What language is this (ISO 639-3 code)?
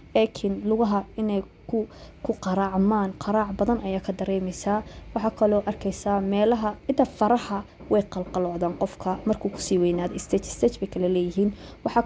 som